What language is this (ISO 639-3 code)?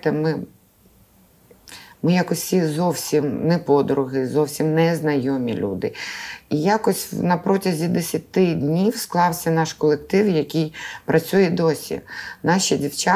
ukr